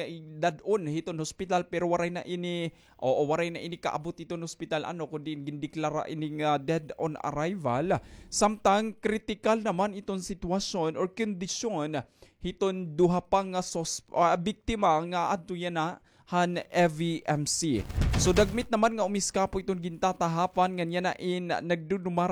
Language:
Waray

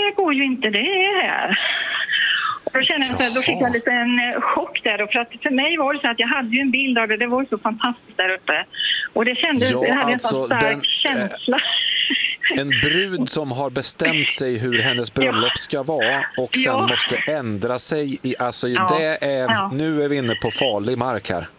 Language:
Swedish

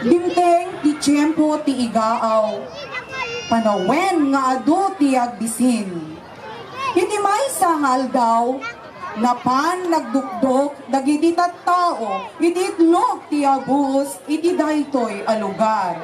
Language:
Iloko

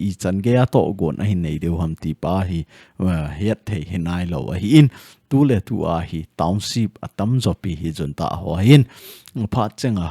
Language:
Thado Chin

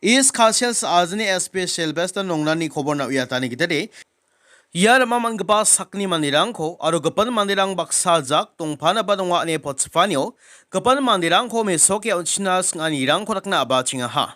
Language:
Garo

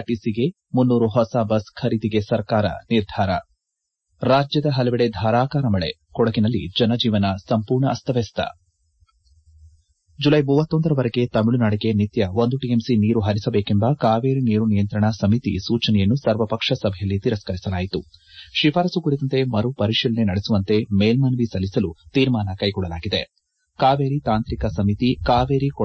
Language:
Kannada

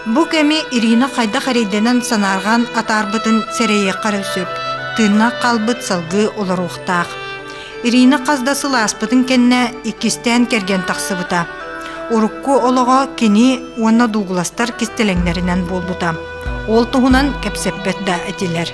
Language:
Yakut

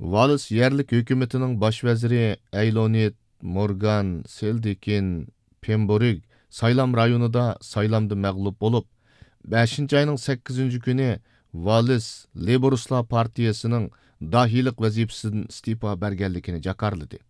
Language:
Uyghur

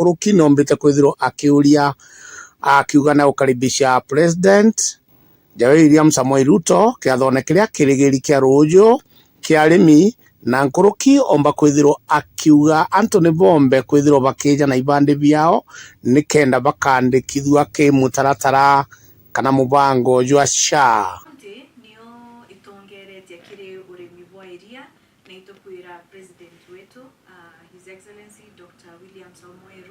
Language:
Meru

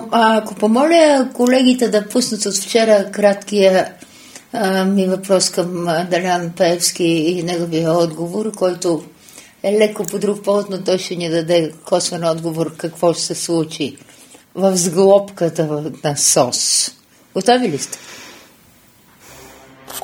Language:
Bulgarian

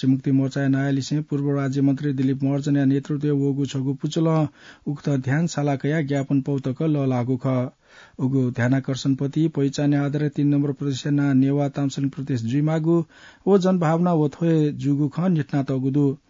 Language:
Newari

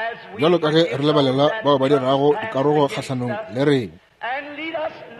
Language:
Northern Sotho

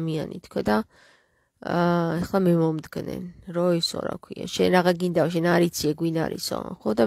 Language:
Georgian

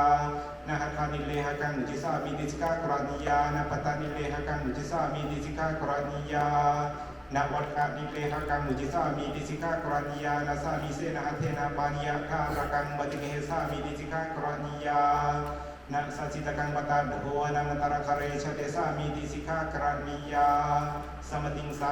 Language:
Pali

